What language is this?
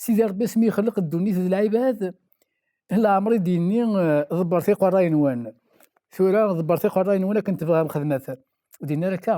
Kabyle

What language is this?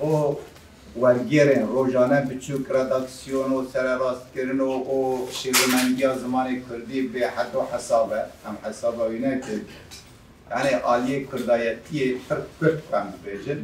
Kurdish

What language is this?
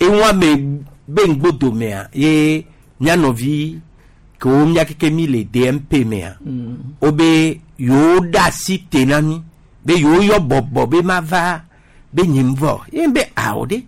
Gen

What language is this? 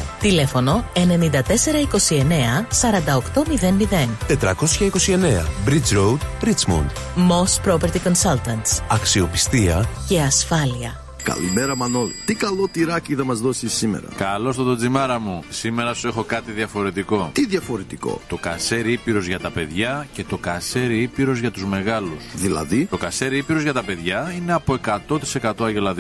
Greek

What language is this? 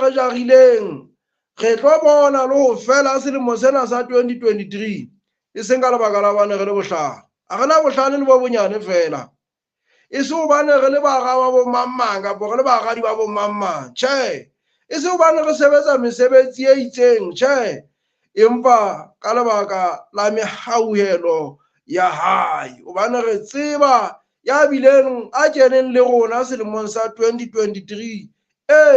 Southern Sotho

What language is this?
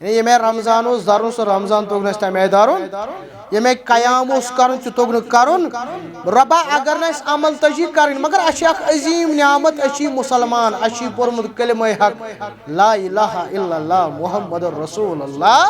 Kashmiri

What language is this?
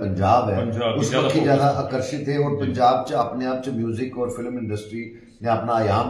Dogri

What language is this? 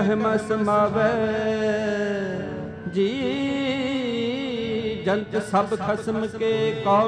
Punjabi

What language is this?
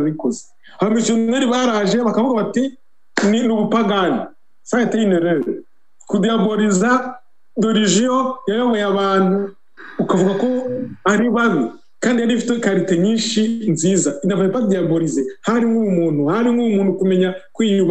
Kinyarwanda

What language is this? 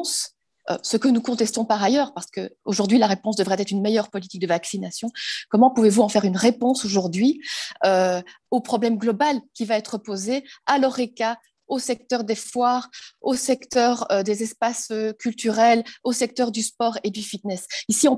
French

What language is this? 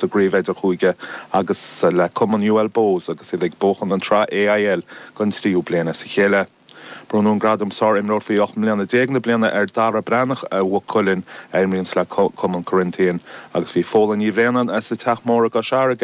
Irish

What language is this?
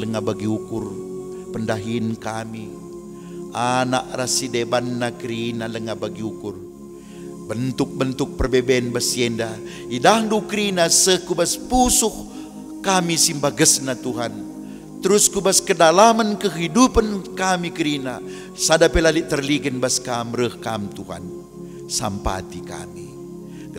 Batak Karo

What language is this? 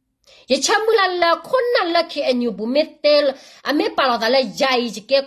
S'gaw Karen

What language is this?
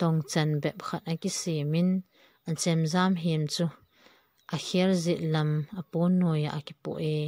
Thado Chin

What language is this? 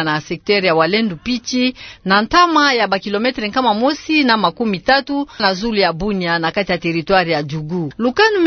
Kituba (Democratic Republic of Congo)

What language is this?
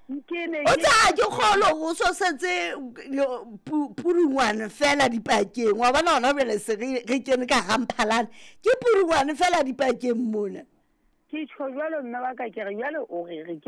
Southern Sotho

